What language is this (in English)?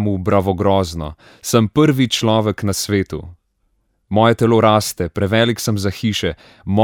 Slovenian